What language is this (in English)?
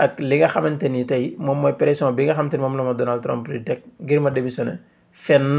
Wolof